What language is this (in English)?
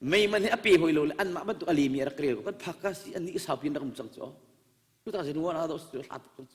Hakha Chin